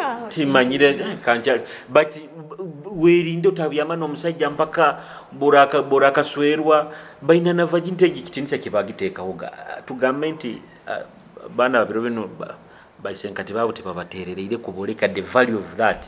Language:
Nyoro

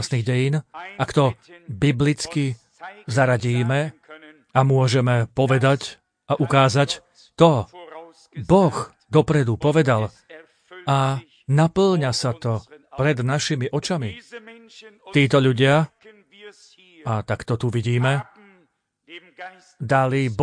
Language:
Slovak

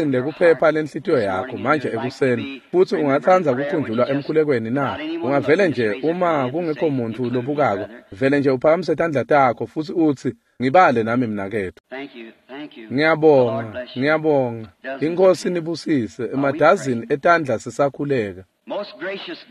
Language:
Swati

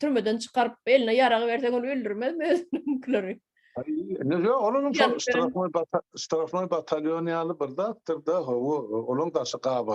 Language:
Turkmen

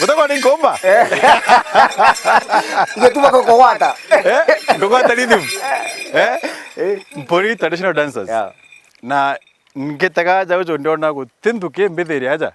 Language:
Meru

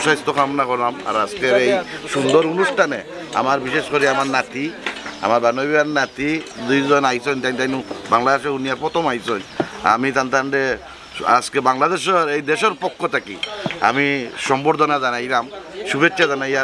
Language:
Sylheti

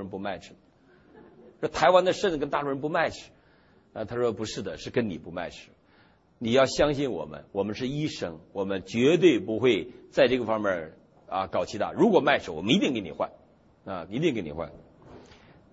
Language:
Chinese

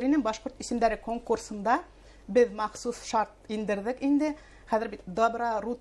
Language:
Bashkir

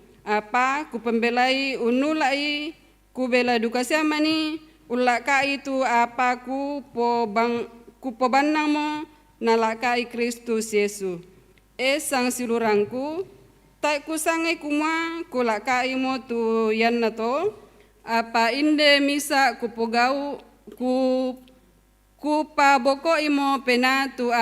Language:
Toraja-Sa'dan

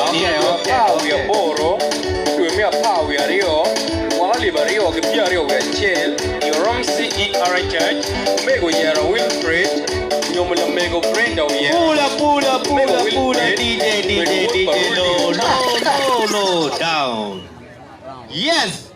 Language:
Acoli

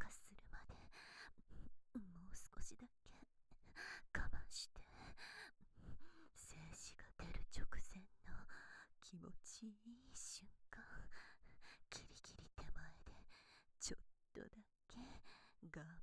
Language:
Japanese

